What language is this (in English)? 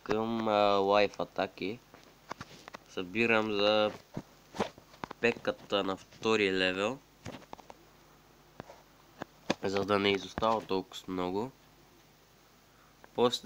Bulgarian